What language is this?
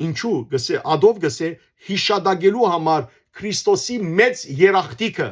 Western Armenian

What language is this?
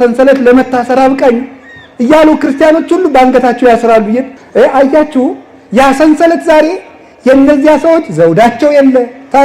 Amharic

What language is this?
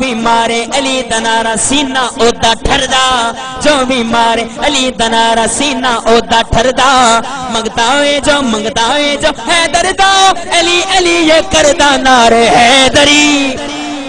Saraiki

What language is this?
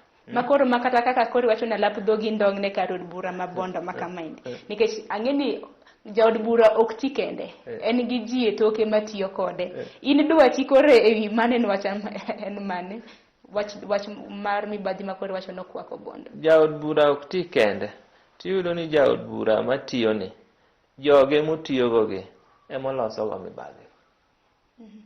Luo (Kenya and Tanzania)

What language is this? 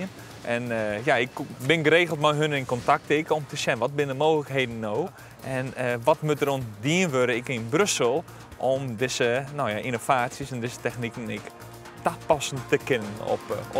Western Frisian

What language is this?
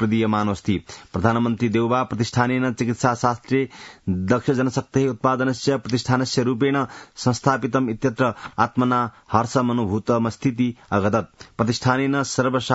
Sanskrit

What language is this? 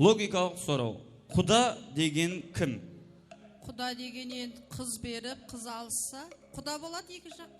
Kara-Kalpak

